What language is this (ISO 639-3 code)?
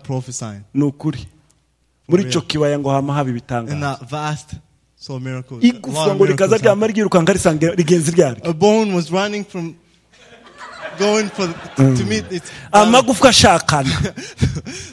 run